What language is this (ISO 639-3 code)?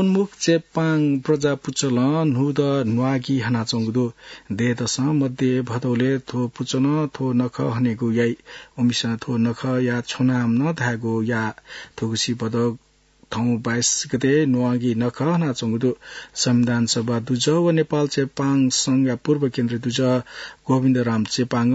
new